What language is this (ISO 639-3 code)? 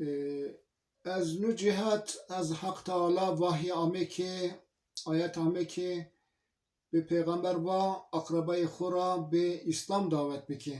zza